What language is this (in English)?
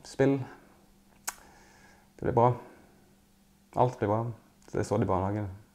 Norwegian